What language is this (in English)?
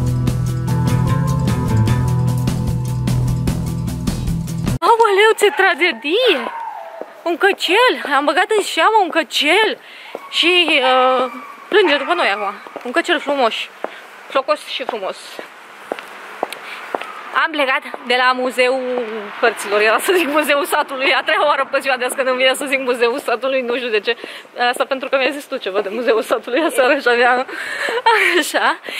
Romanian